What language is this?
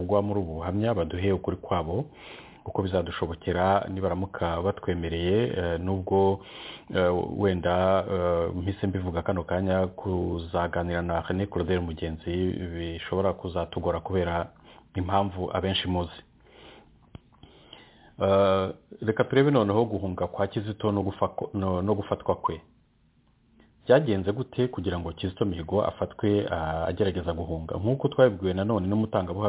Kinyarwanda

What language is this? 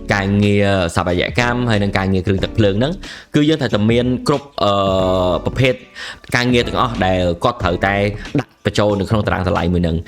Khmer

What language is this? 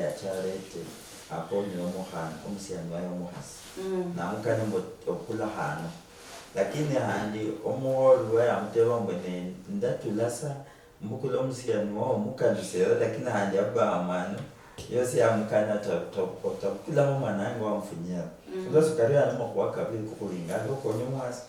Luyia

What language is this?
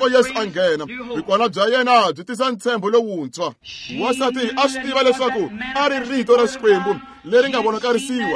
Tsonga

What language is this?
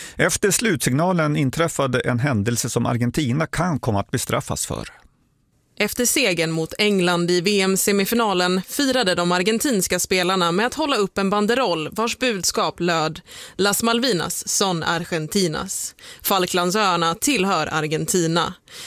Swedish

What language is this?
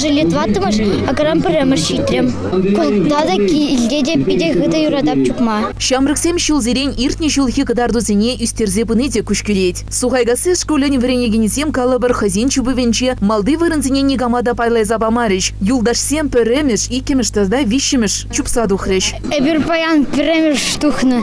Chuvash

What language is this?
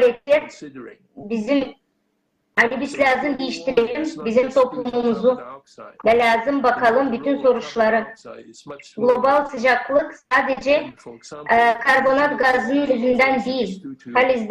Gagauz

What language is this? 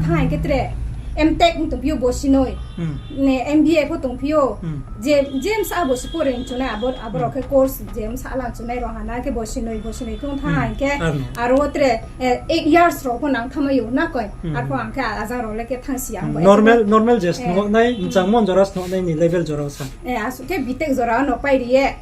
Riang (India)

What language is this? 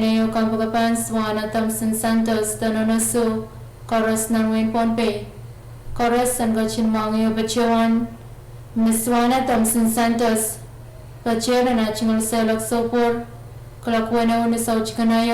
Pohnpeian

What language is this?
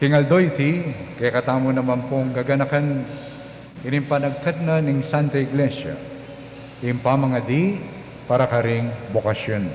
Pampanga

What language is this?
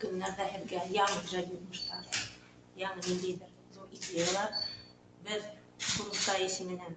Bashkir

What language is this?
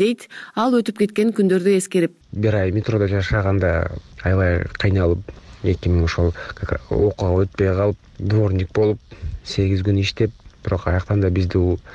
Kyrgyz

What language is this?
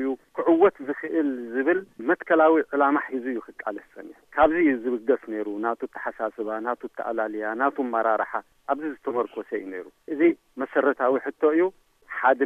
Tigrinya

